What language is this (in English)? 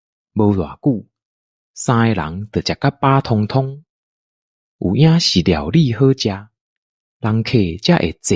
Min Nan Chinese